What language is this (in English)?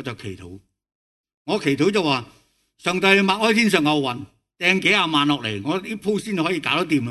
Cantonese